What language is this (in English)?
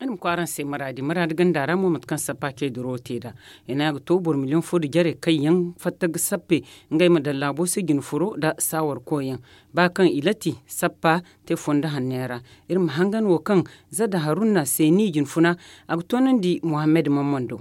Zarma